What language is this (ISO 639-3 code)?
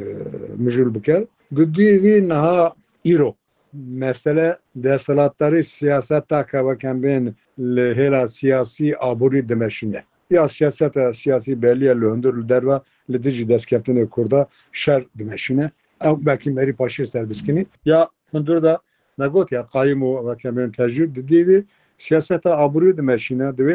kur